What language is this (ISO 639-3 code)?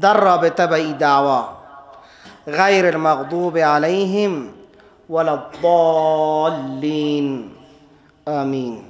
fas